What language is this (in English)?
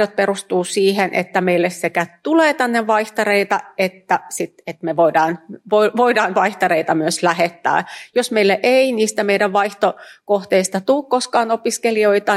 Finnish